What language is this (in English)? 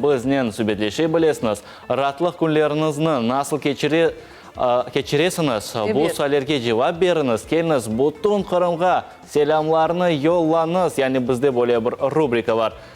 Crimean Tatar